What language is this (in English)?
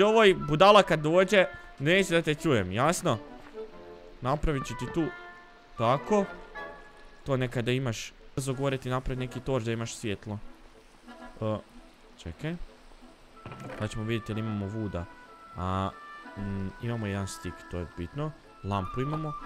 Croatian